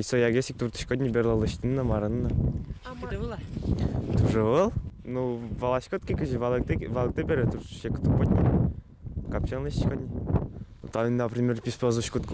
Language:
Udmurt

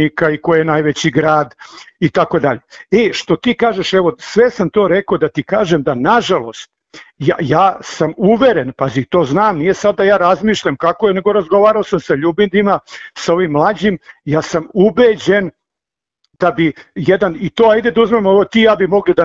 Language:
Serbian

